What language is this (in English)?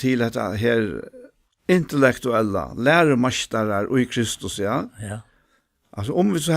Faroese